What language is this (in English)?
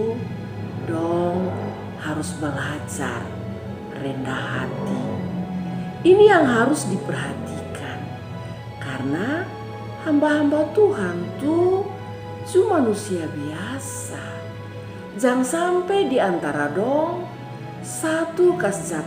Kupang Malay